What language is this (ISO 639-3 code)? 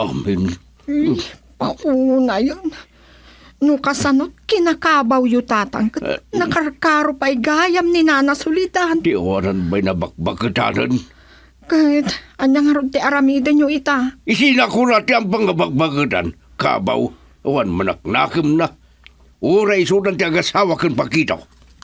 ilo